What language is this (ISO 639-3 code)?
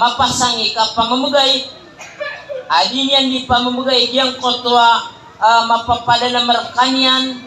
mrw